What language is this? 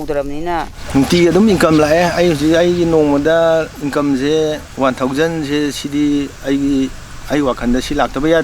Manipuri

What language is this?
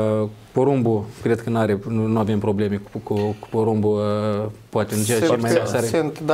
Romanian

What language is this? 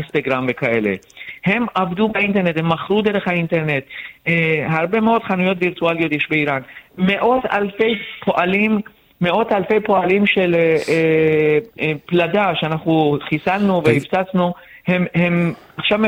Hebrew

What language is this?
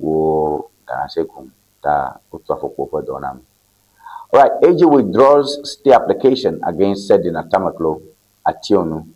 Ewe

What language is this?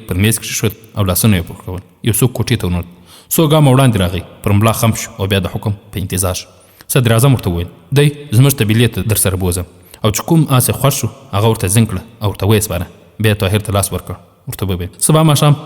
Pashto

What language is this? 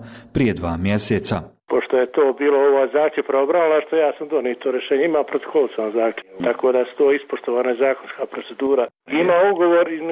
Bosnian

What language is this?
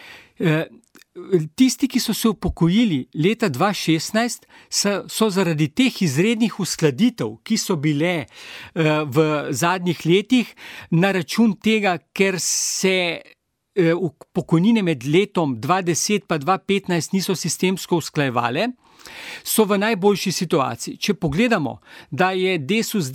Slovenian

